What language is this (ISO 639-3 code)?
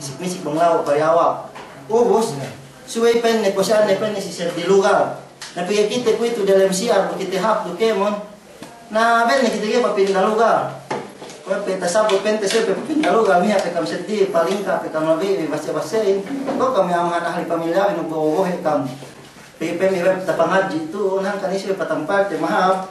yka